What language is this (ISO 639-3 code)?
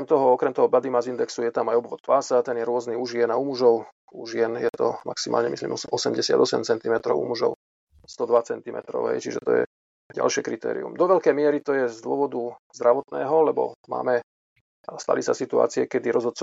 slk